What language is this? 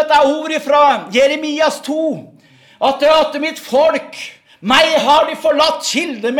Norwegian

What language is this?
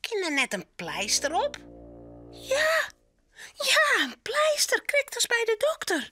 Western Frisian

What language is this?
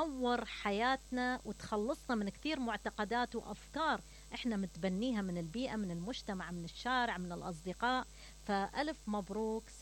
Mesopotamian Arabic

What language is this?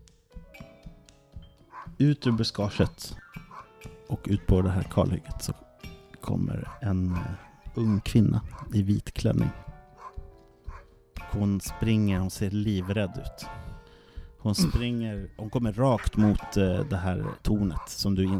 Swedish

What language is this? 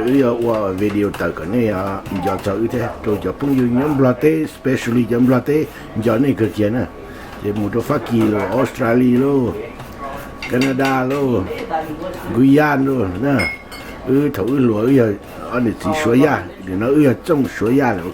Hmong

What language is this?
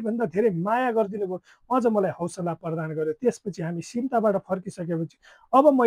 Nepali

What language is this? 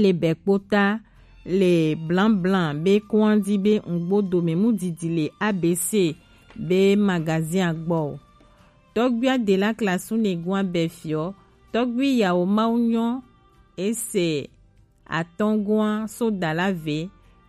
Gen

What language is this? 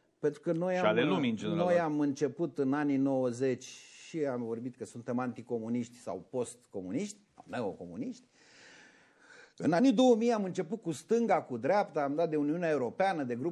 Romanian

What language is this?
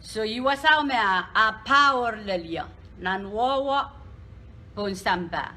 Pohnpeian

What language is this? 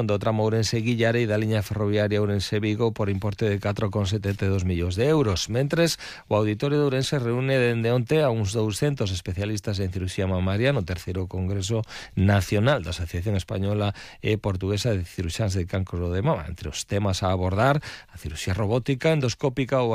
Galician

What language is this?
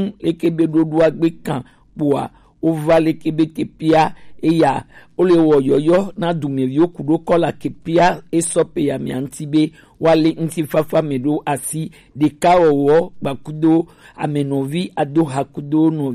Gen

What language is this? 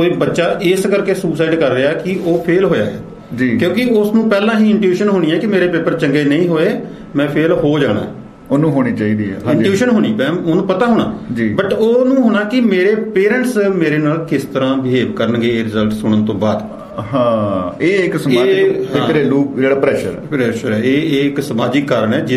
Punjabi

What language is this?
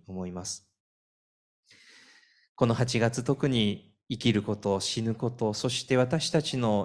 Japanese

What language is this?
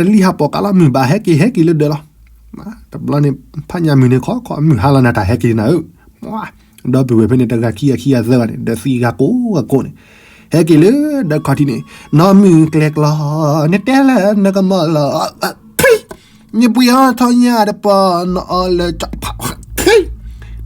S'gaw Karen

